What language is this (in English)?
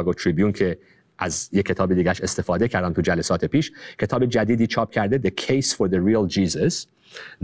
Persian